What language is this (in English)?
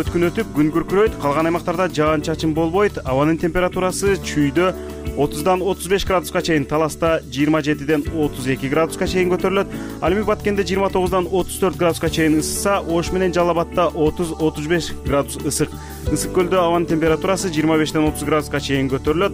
Kyrgyz